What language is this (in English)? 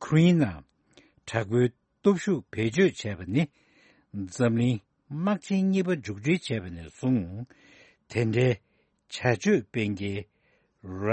Tibetan